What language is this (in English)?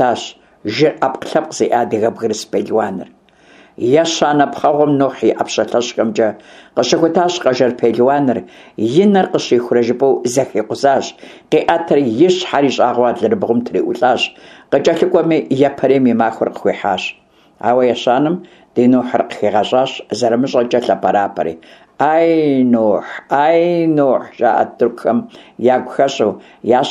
Kabardian